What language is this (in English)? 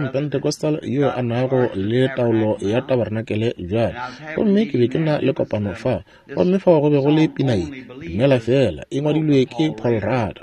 Northern Sotho